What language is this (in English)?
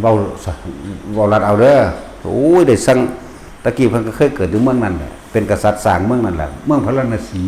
Northeastern Thai